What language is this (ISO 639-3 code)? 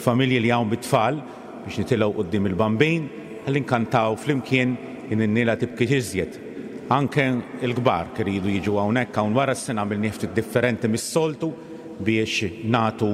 mlt